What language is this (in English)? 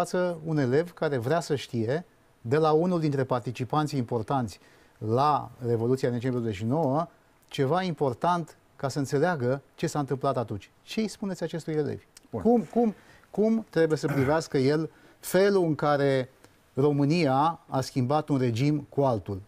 Romanian